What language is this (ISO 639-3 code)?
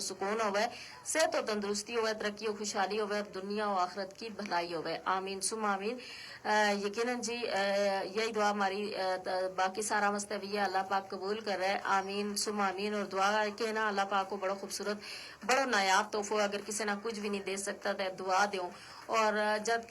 gju